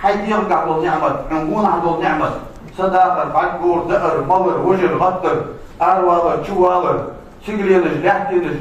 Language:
Ingush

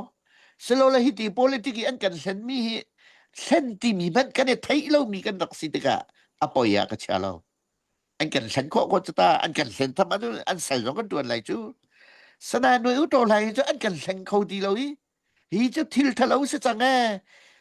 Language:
Hakha Chin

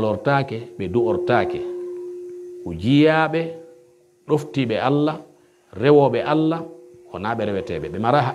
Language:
Pular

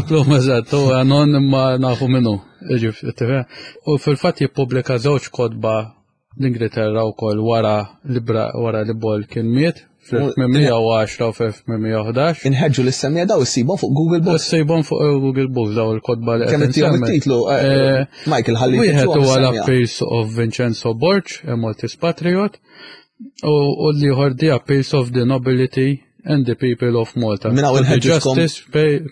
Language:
Maltese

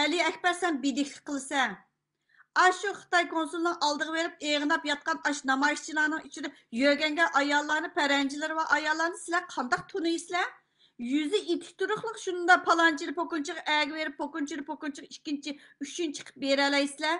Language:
Uyghur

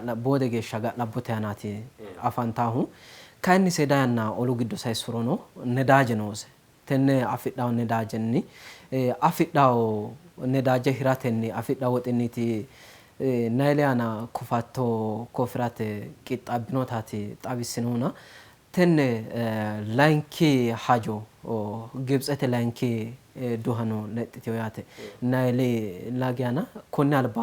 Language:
Sidamo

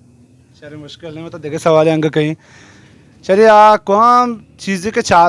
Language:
Baluchi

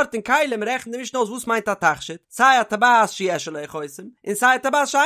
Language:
Yiddish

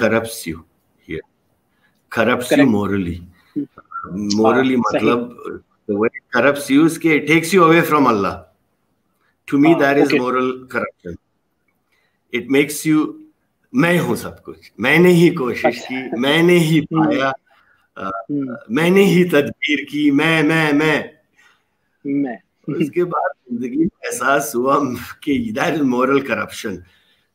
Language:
Urdu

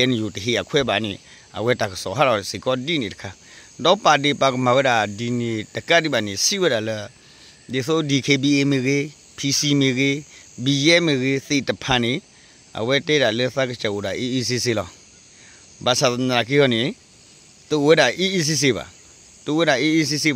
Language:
S'gaw Karen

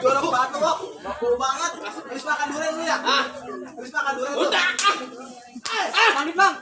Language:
Betawi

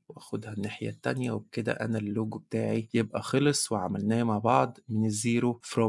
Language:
Egyptian Arabic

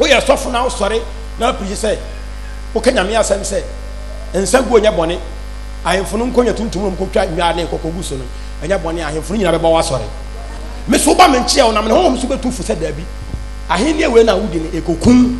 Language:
Akan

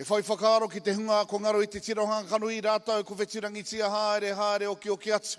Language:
Māori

